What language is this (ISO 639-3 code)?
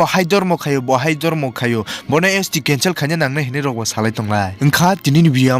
trp